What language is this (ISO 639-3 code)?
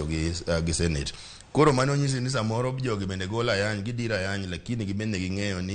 luo